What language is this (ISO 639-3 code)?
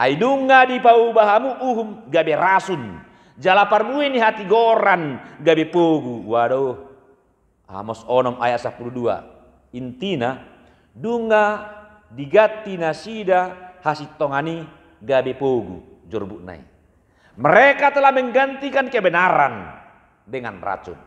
bbc